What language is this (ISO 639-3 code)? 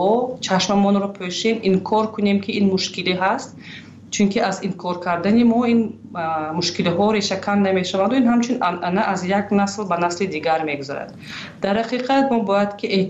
tgk